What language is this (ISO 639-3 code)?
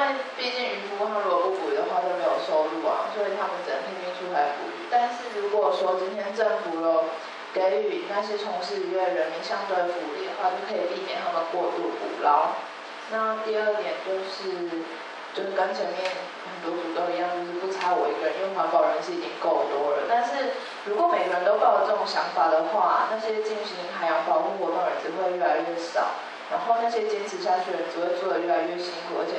zho